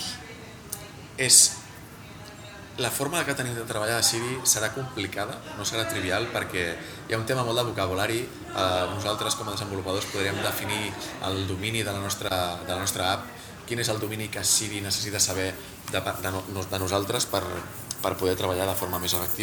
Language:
Catalan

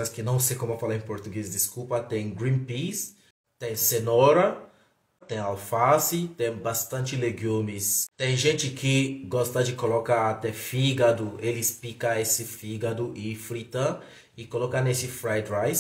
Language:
Portuguese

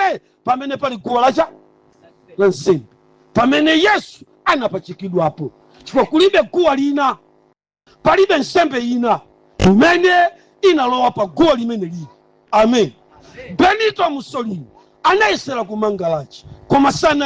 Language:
Nyanja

